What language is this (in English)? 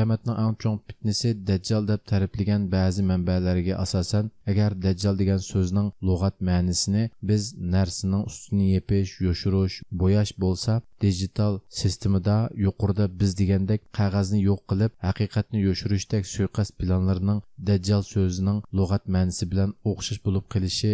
Uyghur